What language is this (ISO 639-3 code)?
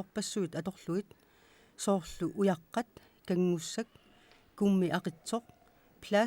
kal